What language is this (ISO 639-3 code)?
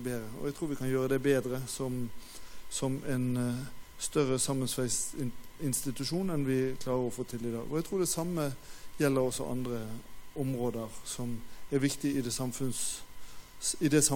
nor